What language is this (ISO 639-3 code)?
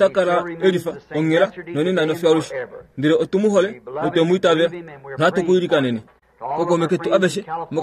kua